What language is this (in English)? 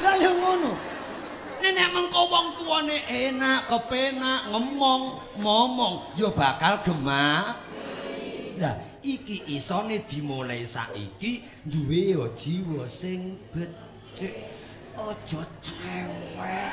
Javanese